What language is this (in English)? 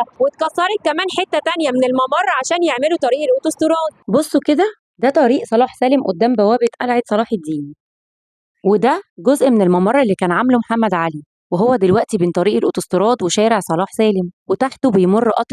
Egyptian Arabic